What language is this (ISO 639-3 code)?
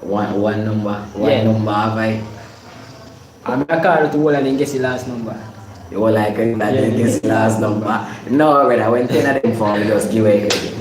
jam